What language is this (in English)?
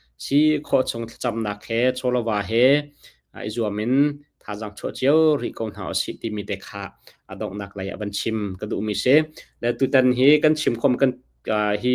Hakha Chin